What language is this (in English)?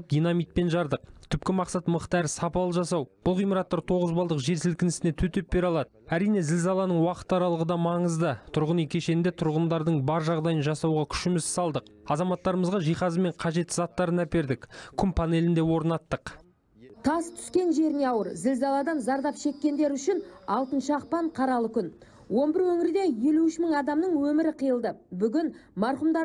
Kazakh